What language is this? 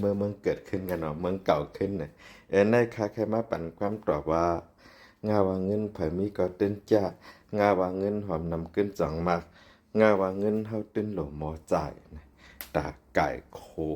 Shan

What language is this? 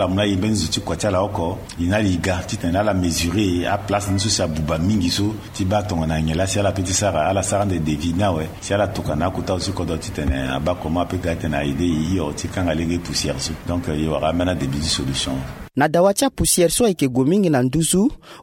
Sango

